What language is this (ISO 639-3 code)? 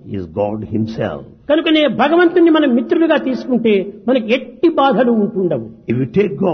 tel